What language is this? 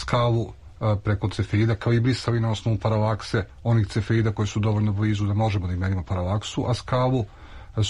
Serbian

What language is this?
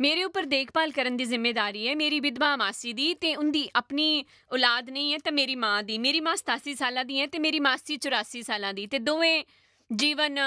Dogri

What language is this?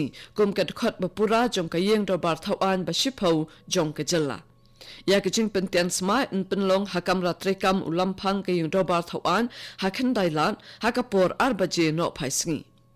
Khasi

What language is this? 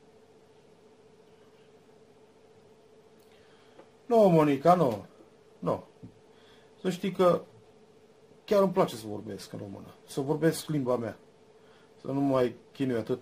Romanian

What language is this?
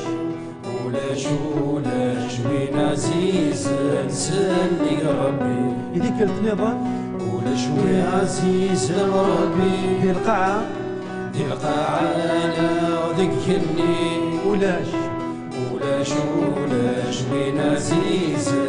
Kabyle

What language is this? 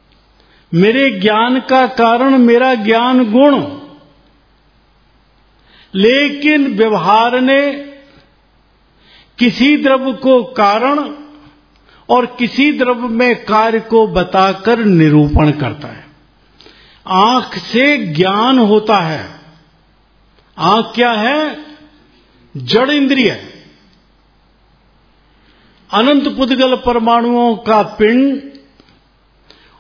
Hindi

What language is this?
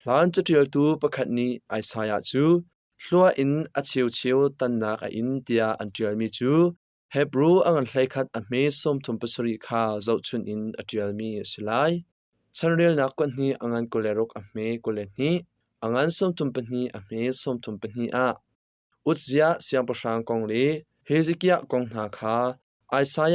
Hakha Chin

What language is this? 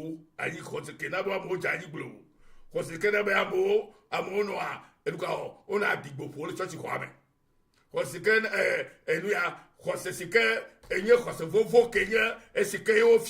Ewe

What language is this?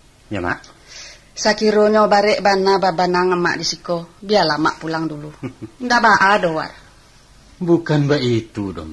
Minangkabau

